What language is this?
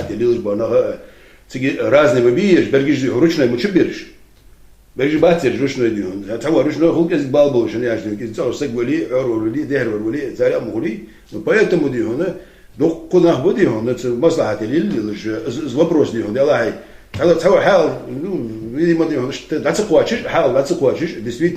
Ingush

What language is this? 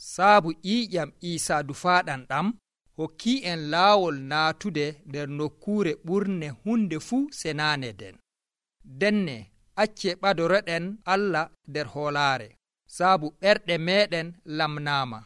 Nigerian Fulfulde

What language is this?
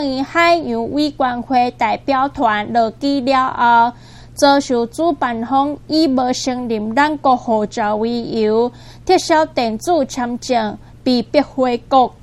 Min Nan Chinese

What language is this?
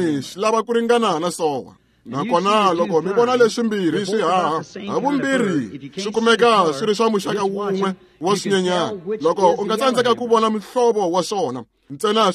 Tsonga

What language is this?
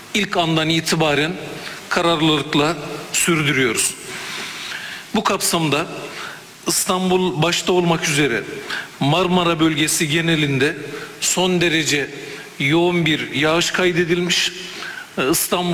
Turkish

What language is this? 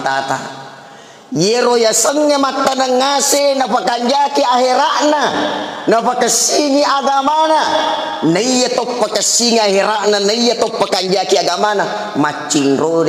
Buginese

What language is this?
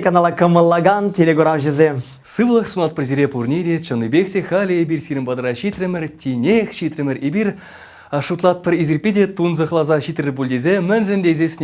Chuvash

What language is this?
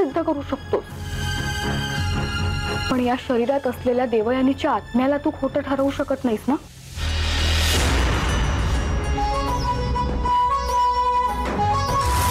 Marathi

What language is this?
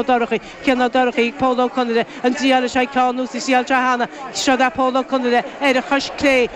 Irish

